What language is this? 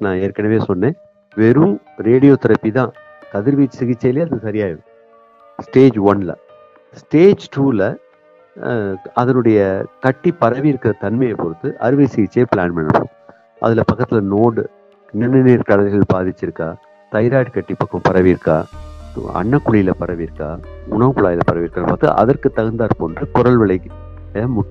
Tamil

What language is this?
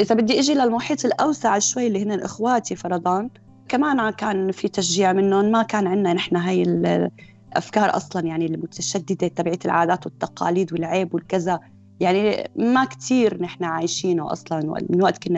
North Levantine Arabic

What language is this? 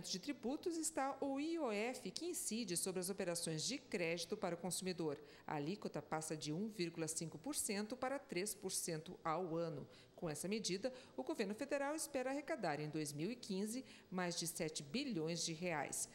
Portuguese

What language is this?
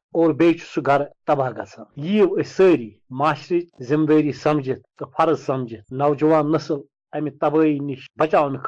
Kashmiri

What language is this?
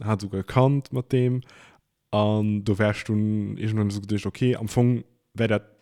Luxembourgish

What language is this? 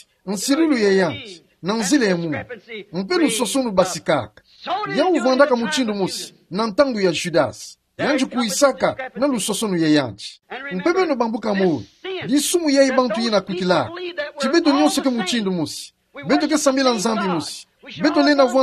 Kituba (Democratic Republic of Congo)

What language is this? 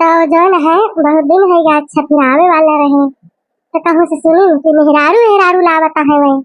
Awadhi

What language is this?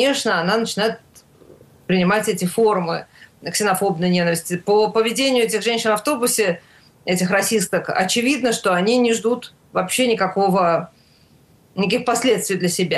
Russian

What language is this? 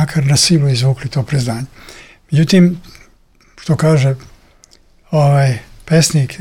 Serbian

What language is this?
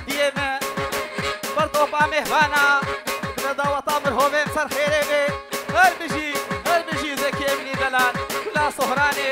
Kurdish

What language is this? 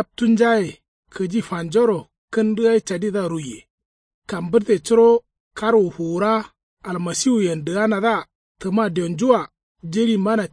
Kanuri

